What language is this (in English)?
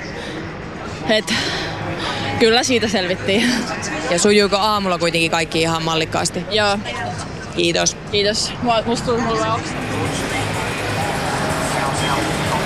Finnish